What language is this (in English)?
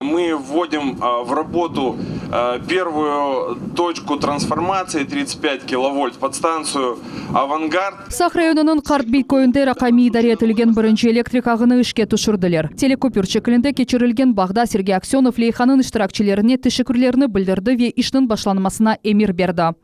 Crimean Tatar